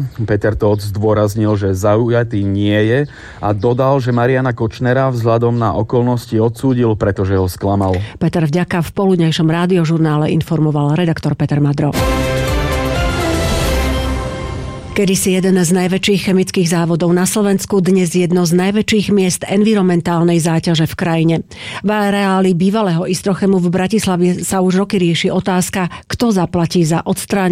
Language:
Slovak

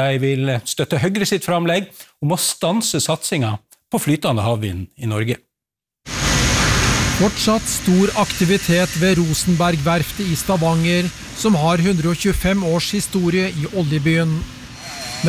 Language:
Norwegian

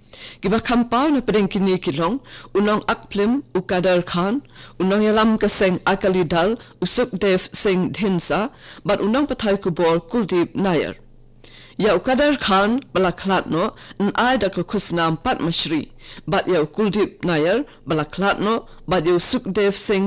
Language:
Khasi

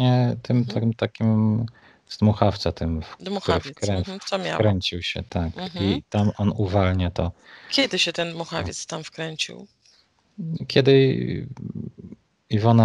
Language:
Polish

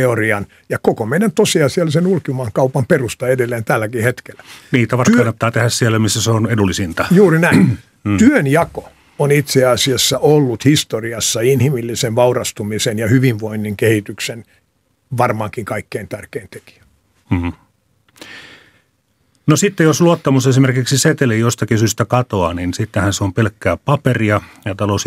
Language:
Finnish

